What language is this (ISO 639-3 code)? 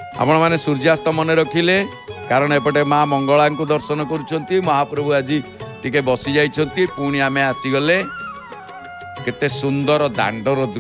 ori